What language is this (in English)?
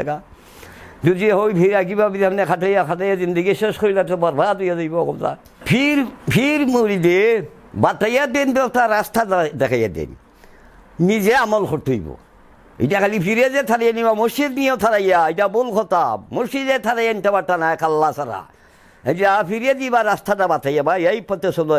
Sylheti